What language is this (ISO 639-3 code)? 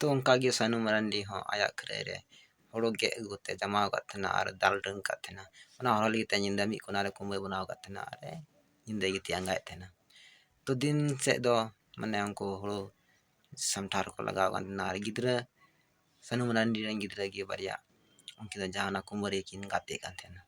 sat